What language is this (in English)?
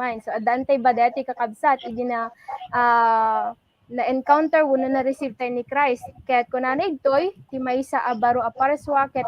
Iloko